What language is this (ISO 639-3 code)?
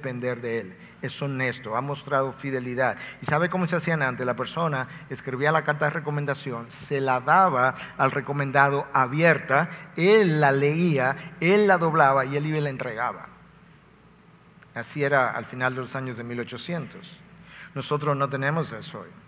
spa